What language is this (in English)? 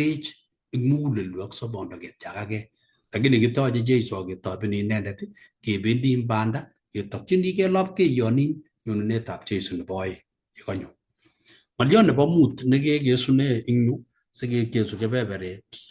Kalenjin